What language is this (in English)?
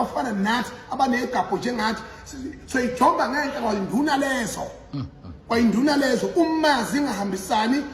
Zulu